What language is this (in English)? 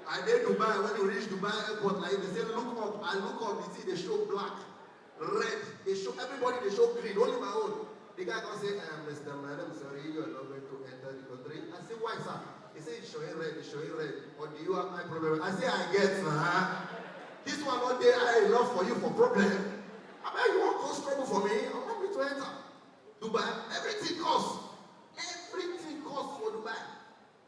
Nigerian Pidgin